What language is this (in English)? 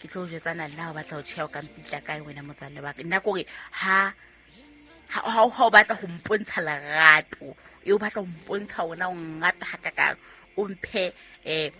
Southern Sotho